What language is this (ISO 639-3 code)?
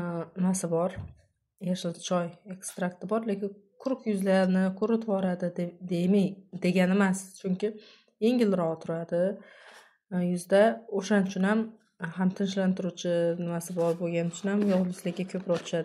uzb